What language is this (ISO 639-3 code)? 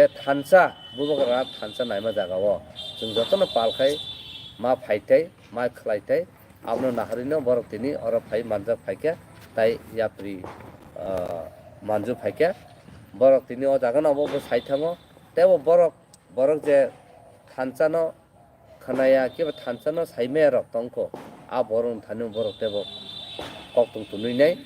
trp